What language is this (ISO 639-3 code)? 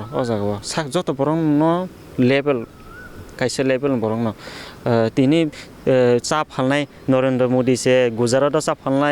trp